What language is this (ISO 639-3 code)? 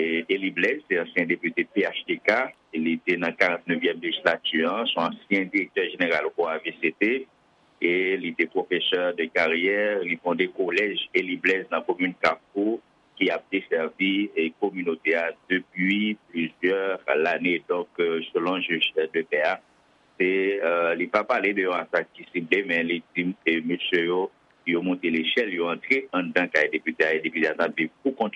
hat